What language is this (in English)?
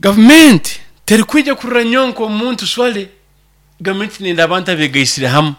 Nyoro